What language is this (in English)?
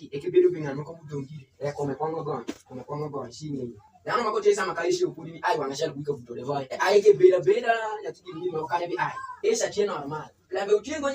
Alur